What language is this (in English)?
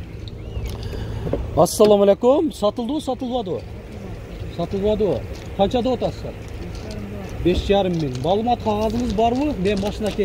Kyrgyz